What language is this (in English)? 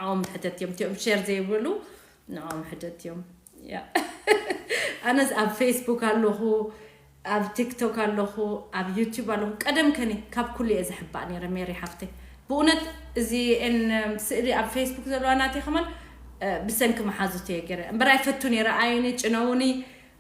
Tigrinya